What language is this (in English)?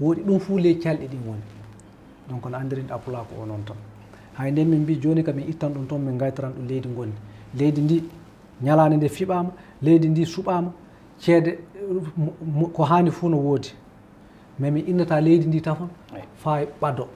Fula